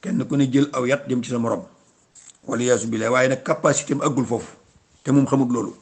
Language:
Wolof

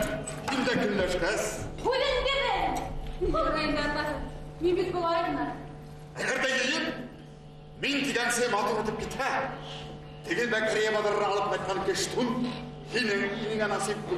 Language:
Bashkir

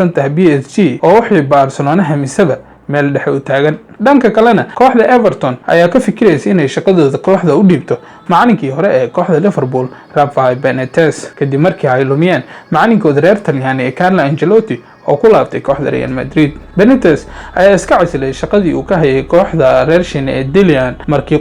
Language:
Somali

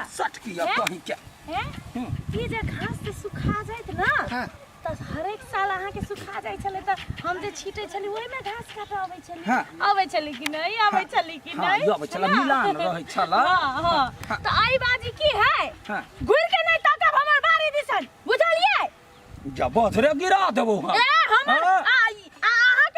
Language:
Maithili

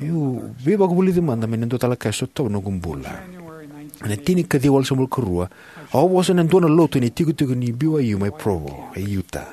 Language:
Fijian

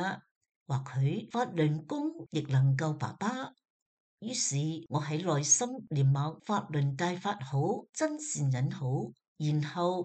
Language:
Cantonese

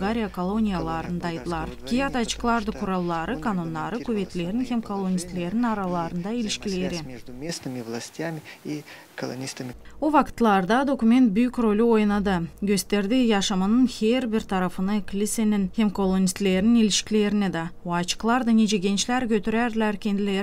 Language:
Gagauz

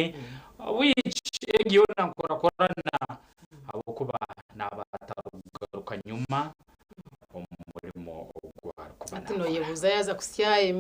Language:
Nyankole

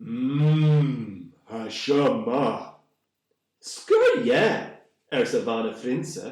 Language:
Scottish Gaelic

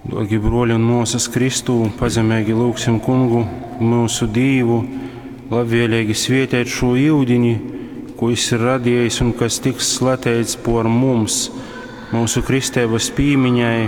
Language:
Latgalian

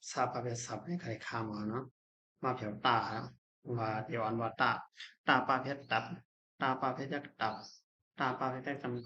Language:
Shan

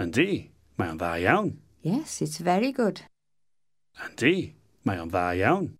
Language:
Welsh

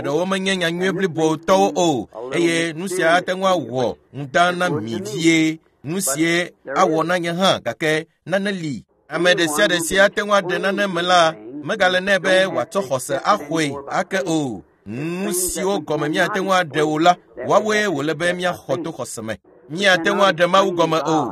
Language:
Ewe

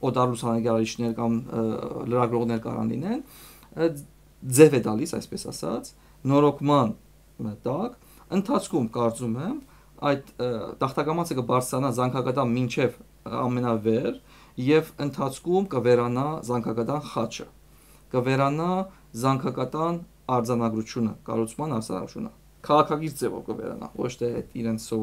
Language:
Armenian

